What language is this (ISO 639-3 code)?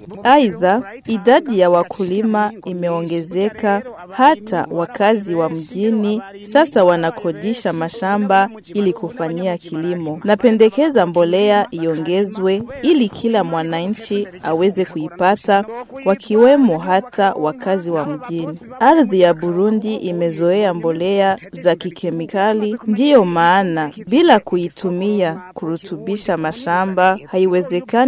swa